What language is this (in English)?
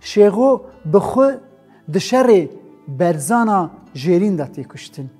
Kurdish